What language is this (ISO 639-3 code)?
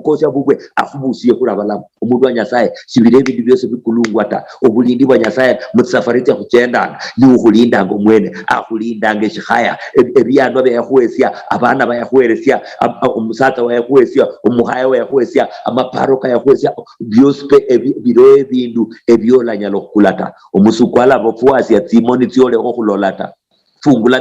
luy